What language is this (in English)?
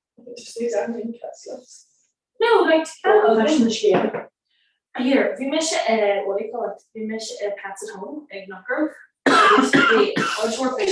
Irish